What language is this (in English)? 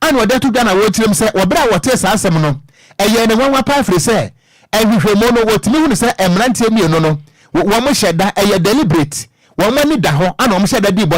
Akan